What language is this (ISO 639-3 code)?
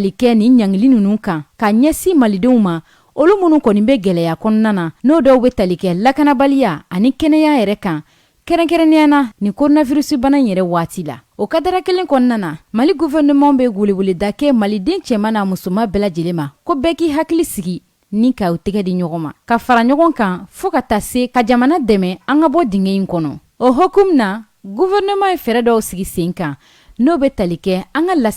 bam